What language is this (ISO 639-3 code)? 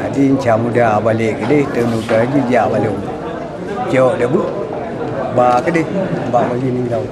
ace